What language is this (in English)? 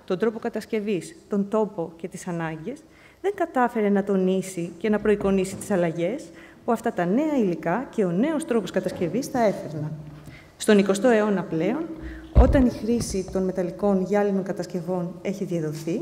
Greek